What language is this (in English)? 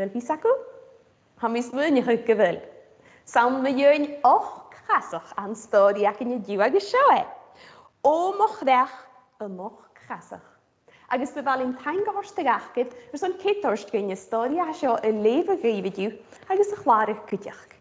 Scottish Gaelic